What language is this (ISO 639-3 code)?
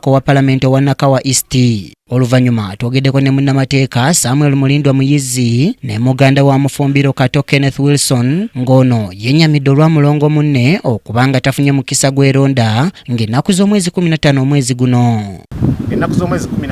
lug